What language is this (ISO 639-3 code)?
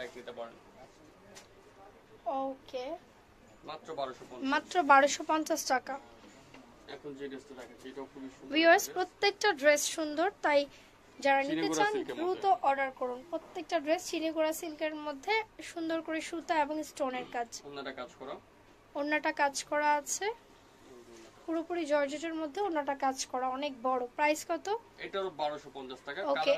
ben